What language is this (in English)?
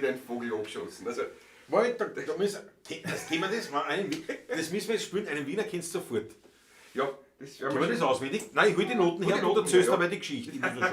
Bavarian